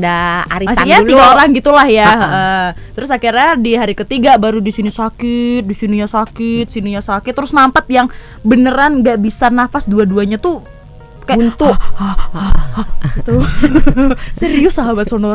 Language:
Indonesian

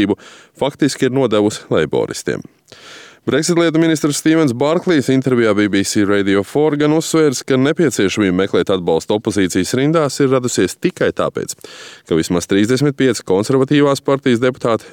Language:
Latvian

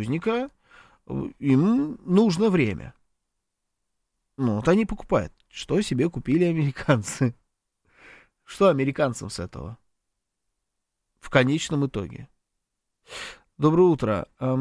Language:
Russian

